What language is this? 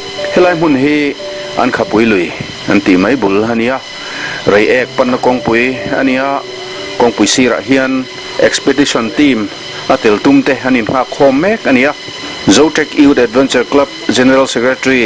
Mizo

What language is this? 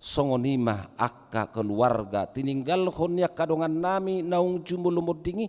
Batak Toba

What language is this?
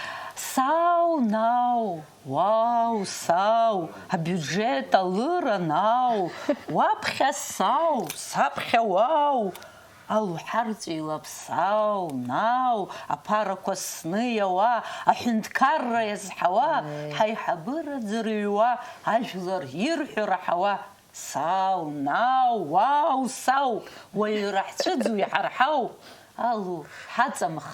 Abkhazian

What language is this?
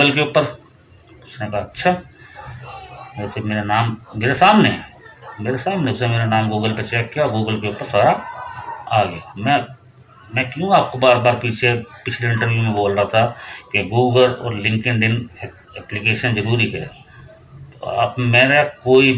Hindi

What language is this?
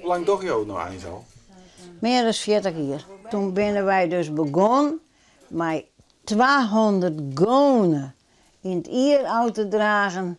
Western Frisian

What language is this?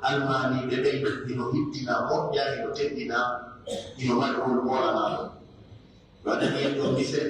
Pular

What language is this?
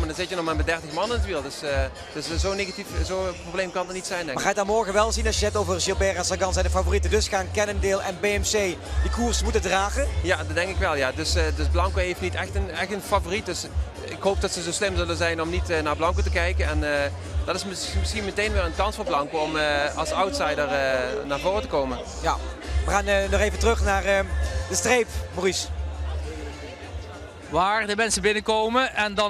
Dutch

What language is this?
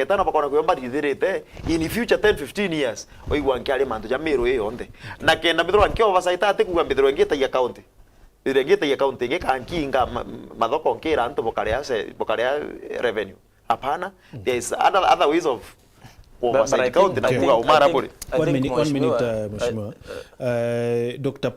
Meru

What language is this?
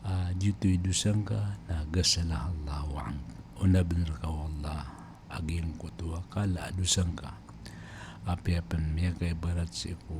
Maranao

